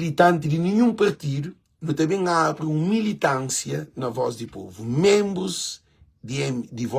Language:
Kabuverdianu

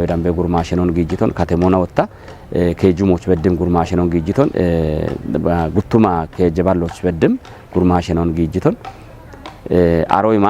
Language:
Kafa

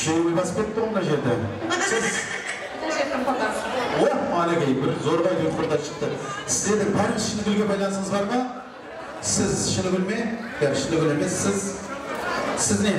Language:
Kara-Kalpak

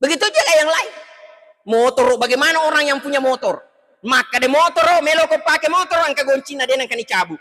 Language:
Buginese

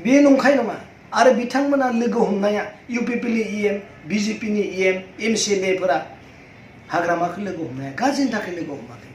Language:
Bodo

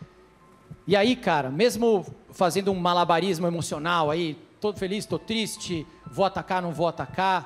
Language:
Portuguese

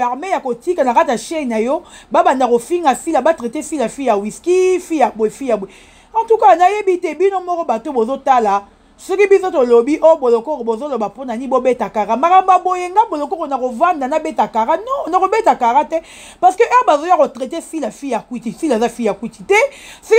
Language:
Lingala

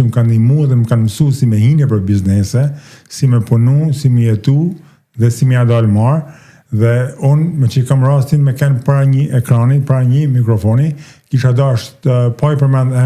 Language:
Albanian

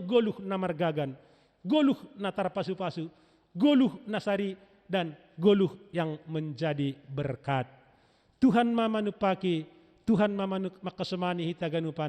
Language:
Batak Simalungun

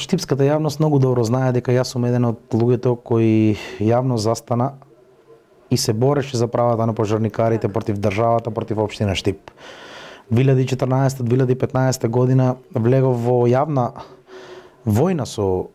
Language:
Macedonian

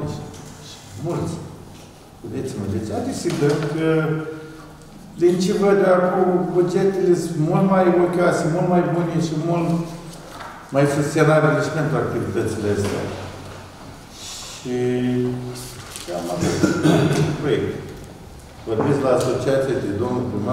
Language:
Romanian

